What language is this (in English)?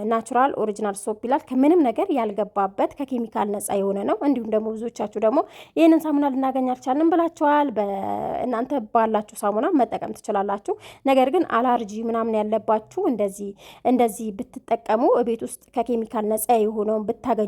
Amharic